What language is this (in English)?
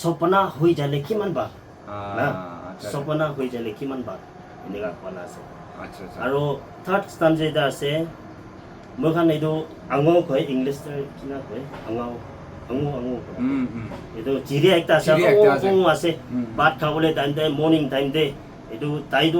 Naga Pidgin